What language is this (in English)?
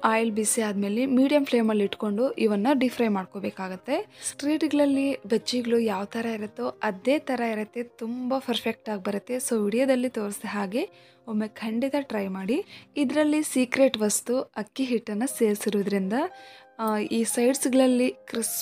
Kannada